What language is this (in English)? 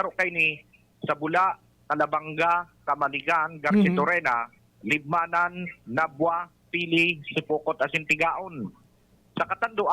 Bikol